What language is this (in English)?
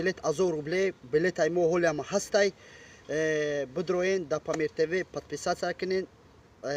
Tajik